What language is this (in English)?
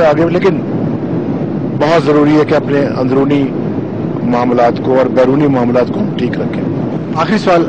Urdu